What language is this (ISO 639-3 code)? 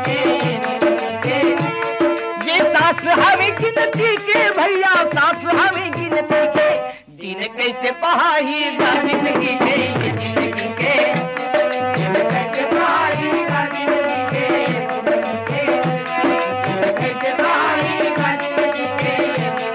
hne